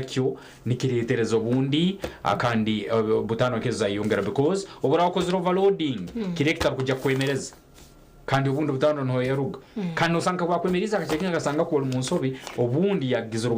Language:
Nyankole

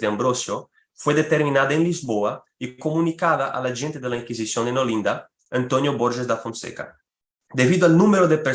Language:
Ladino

